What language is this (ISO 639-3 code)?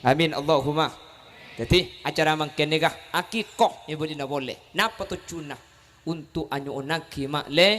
mad